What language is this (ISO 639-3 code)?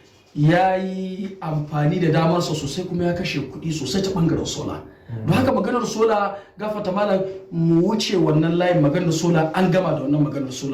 hau